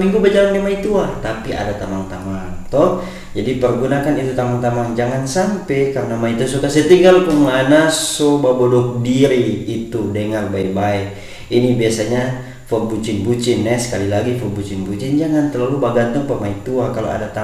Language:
Manado Malay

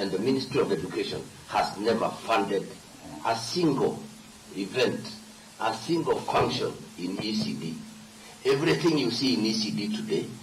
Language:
Kamba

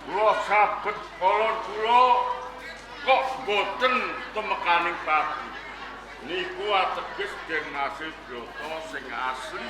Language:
Javanese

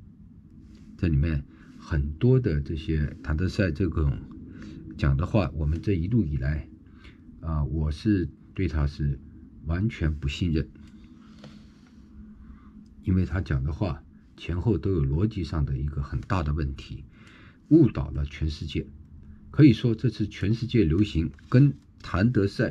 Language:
Chinese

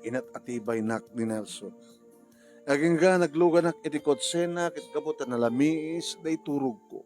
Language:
Iloko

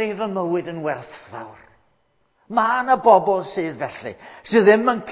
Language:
Welsh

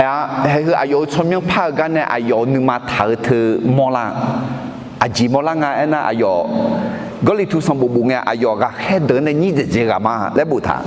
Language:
Akha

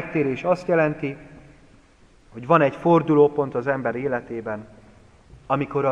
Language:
Hungarian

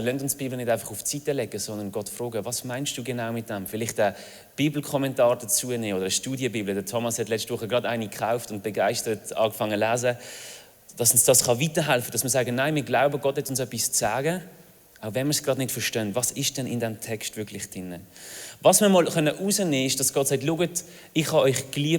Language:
Swiss German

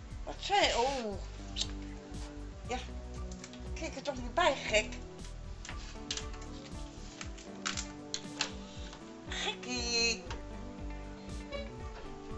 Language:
Dutch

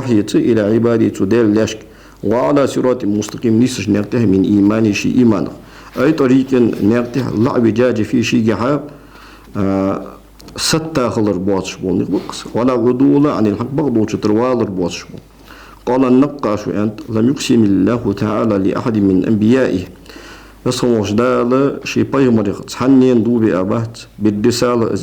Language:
Ingush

